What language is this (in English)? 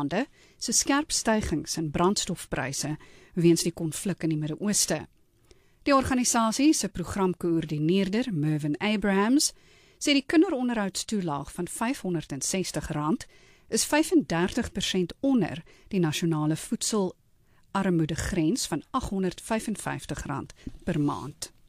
Afrikaans